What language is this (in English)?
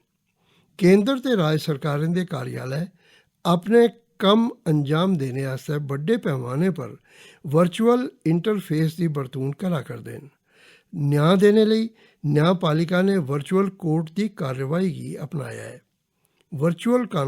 Dogri